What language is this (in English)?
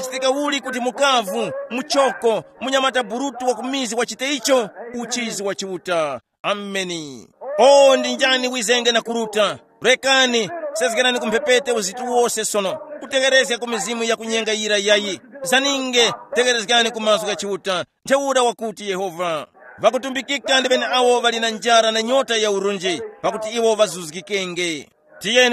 Tumbuka